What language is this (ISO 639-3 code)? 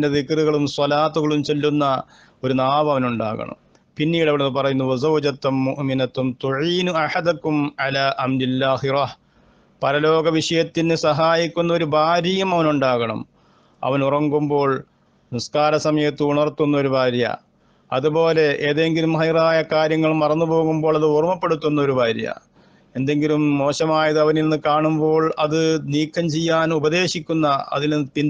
mal